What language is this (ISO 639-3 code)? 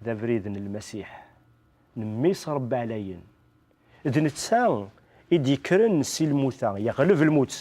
kab